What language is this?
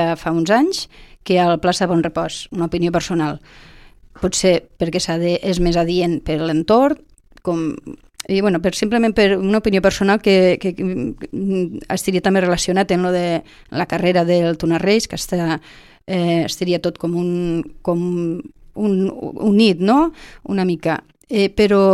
Catalan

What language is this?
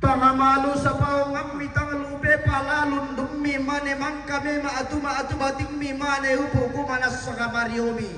Toraja-Sa'dan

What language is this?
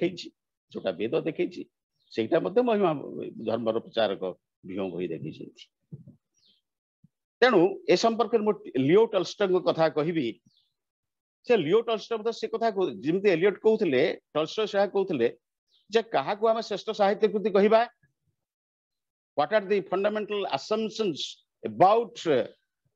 Odia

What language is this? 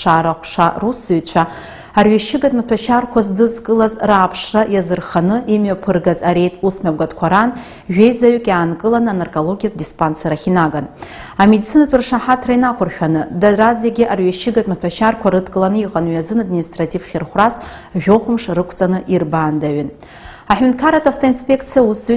Abkhazian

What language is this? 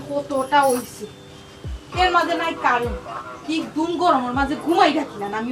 Sylheti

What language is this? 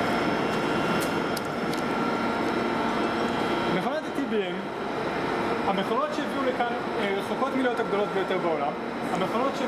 Hebrew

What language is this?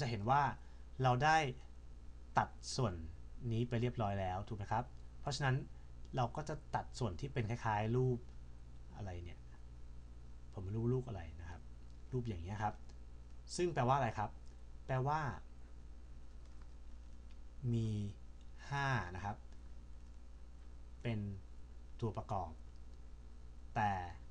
Thai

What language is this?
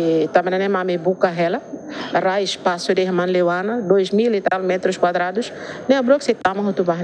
Tetum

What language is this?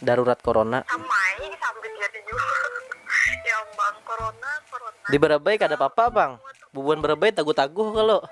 Banjar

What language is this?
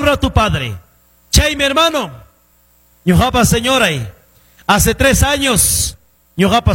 Ayacucho Quechua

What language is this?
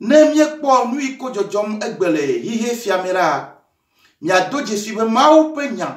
Ewe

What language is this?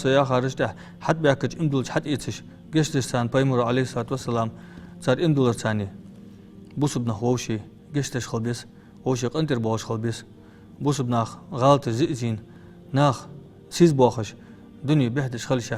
Ingush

